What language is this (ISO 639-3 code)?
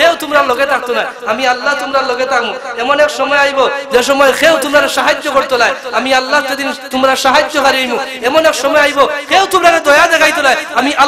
syl